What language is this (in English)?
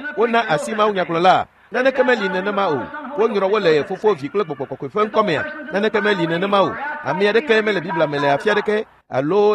Ewe